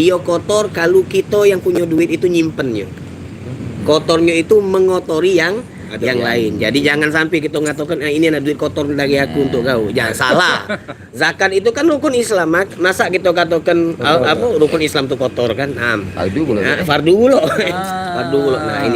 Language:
Musi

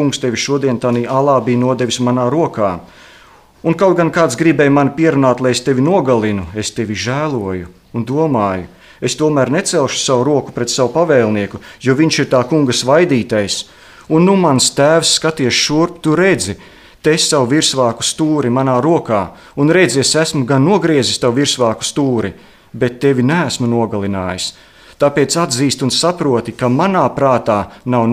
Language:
Latvian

